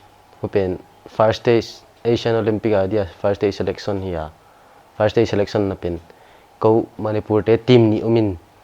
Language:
Paite Chin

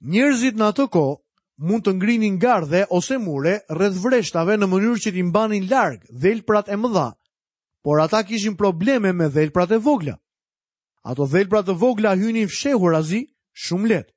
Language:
Albanian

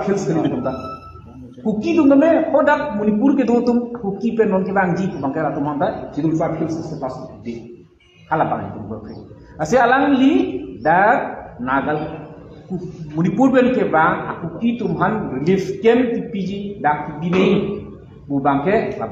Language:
Karbi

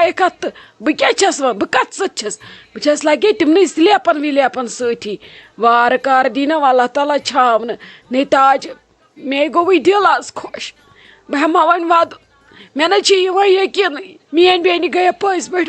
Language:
Kashmiri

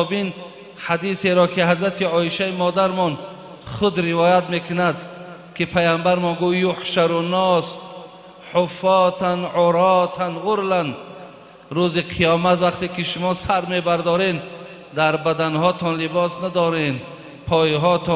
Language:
Tajik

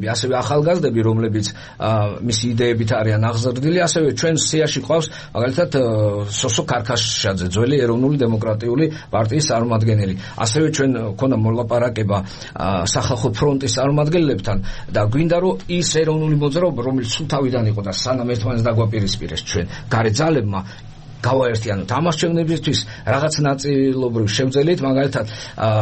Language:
Georgian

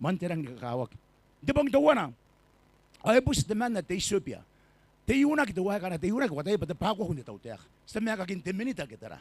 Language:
Gilbertese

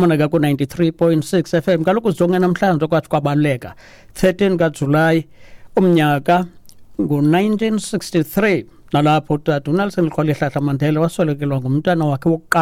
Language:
Xhosa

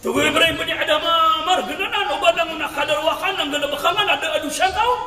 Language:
Maranao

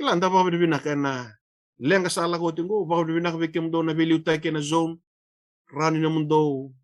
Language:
Fijian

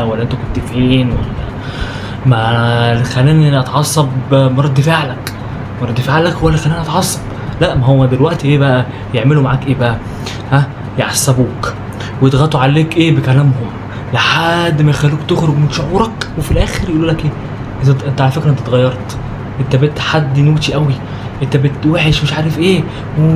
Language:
Egyptian Arabic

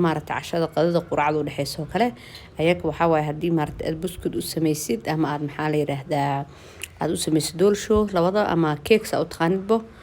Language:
Somali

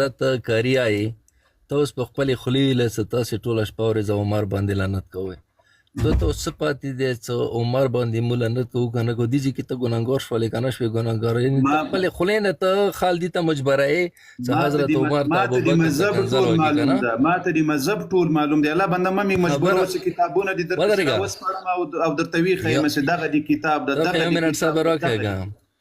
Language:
Pashto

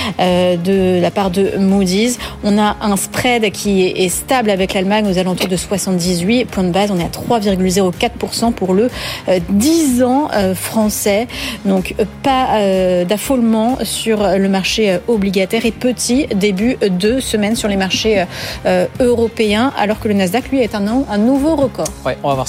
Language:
French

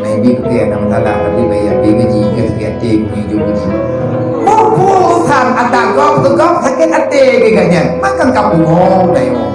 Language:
Achinese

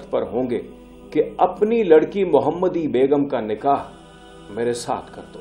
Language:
Urdu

